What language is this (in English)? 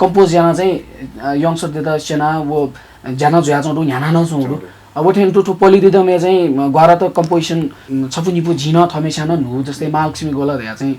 Newari